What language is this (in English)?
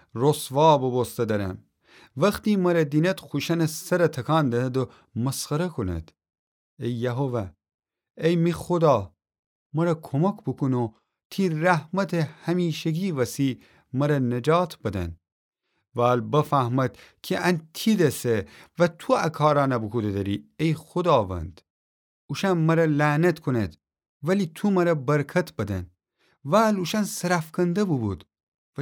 Gilaki